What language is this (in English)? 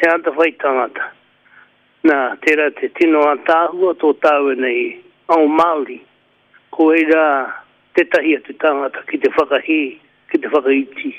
Māori